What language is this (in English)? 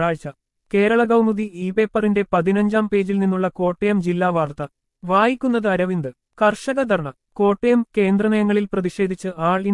Malayalam